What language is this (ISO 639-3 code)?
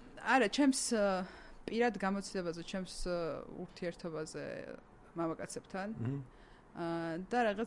kat